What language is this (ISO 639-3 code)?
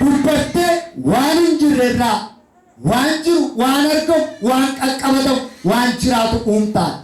orm